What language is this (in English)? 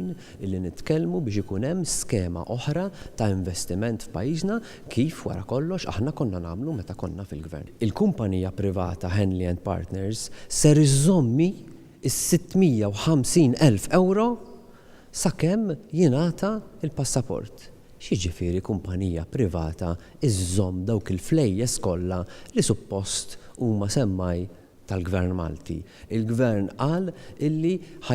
Maltese